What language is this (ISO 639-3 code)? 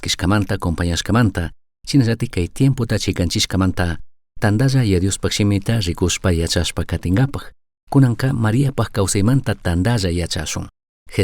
qug